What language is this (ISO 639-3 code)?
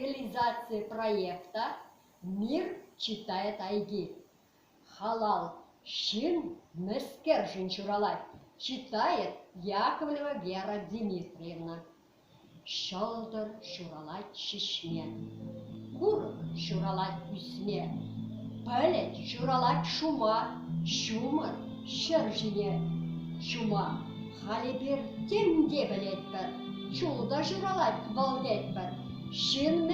chv